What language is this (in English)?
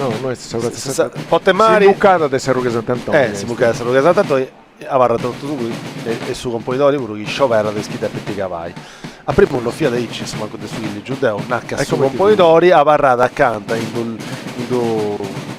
Sardinian